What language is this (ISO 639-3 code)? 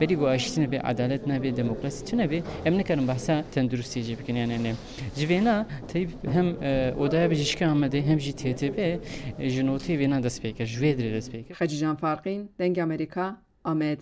kur